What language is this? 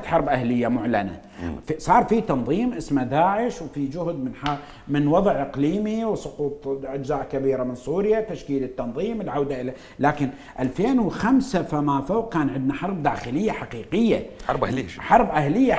Mesopotamian Arabic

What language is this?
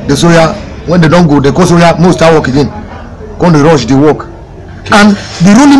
Nigerian Pidgin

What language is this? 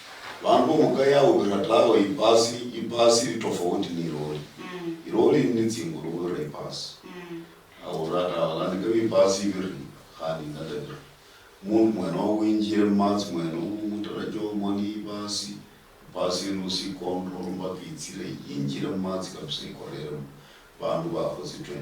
Luyia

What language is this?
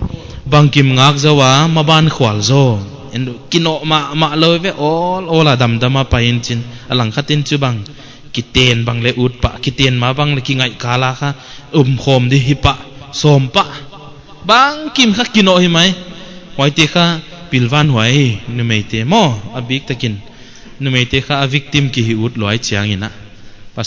Paite Chin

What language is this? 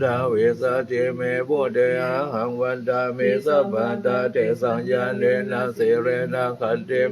Pali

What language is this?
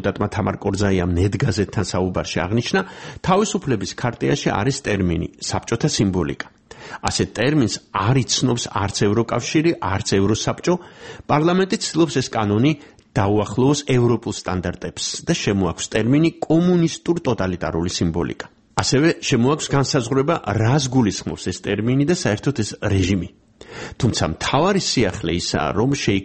Georgian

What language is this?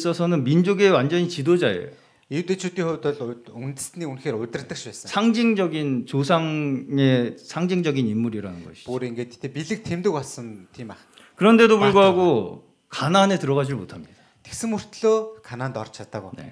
Korean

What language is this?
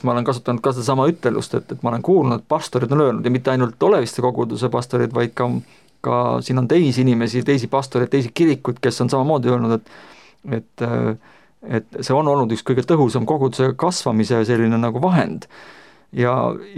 Estonian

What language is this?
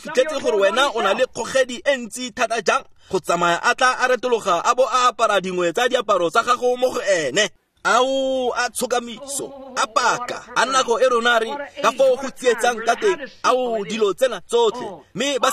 Tswana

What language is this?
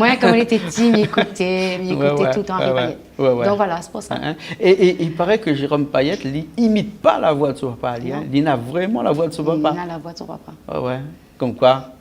Réunion Creole French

